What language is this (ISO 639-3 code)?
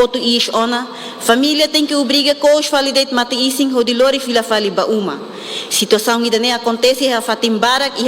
tet